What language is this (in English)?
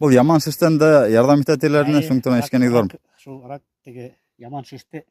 Bashkir